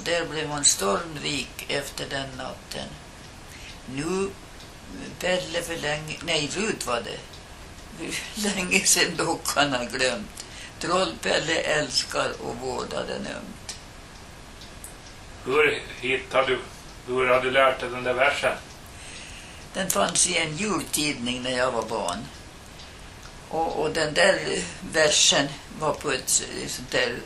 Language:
Swedish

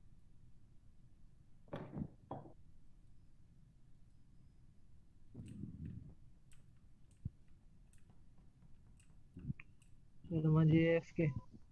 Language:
Marathi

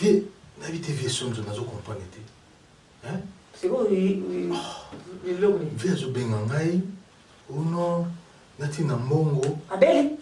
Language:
Lingala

